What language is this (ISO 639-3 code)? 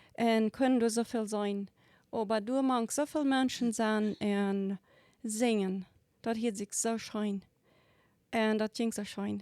pdt